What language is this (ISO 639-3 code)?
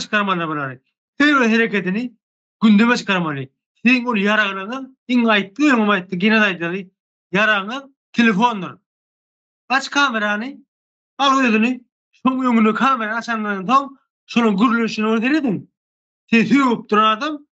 tuk